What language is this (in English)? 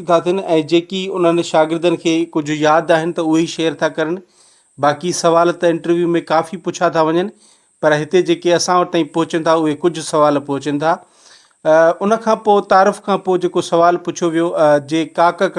Sindhi